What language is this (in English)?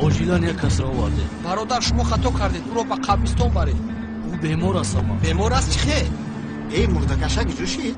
Tajik